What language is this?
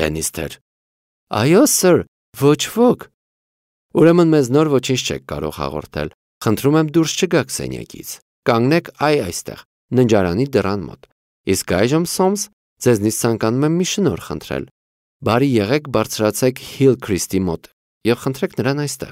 Armenian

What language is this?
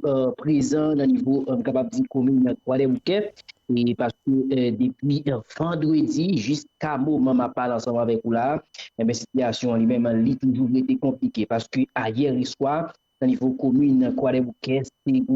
Haitian Creole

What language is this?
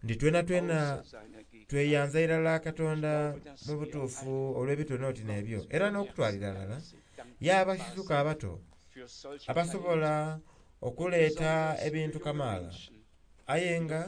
Soga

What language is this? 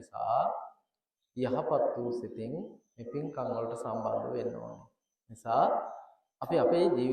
Sinhala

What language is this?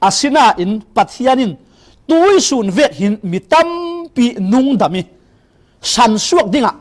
Falam Chin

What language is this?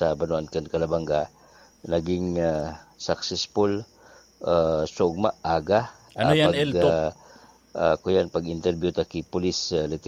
Bikol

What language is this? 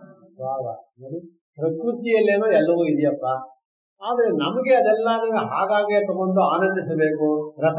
Kannada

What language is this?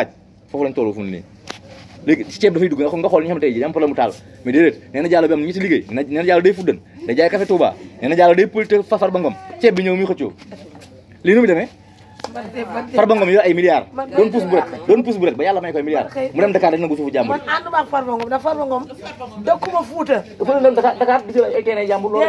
Wolof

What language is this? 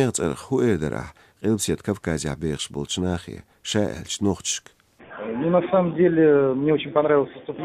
Chechen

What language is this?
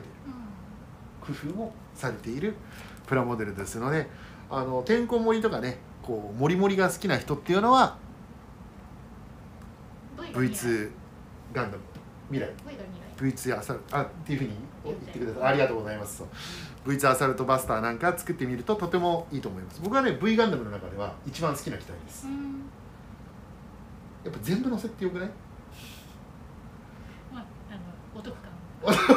Japanese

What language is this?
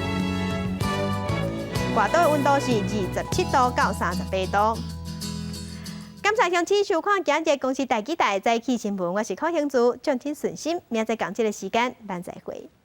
Min Nan Chinese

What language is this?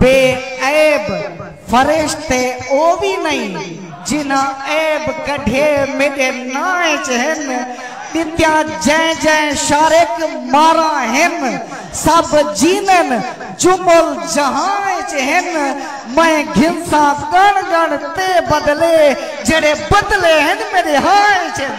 Saraiki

